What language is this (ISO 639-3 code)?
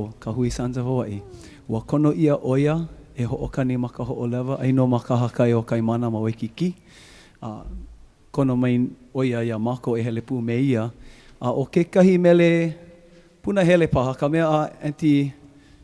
haw